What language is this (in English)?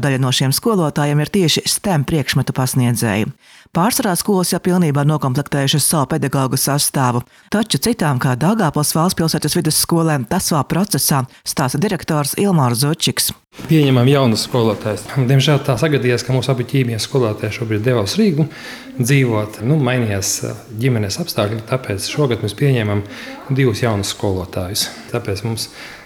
Latvian